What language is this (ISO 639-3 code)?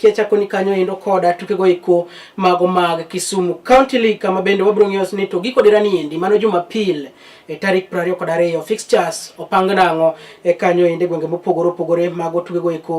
luo